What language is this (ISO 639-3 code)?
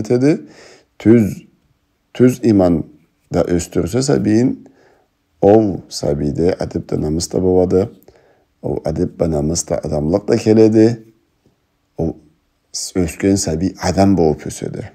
krc